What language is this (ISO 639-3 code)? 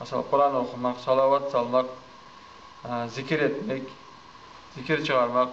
kum